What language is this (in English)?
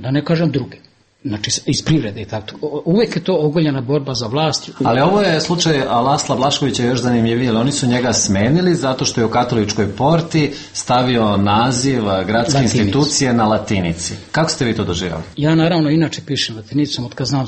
Bosnian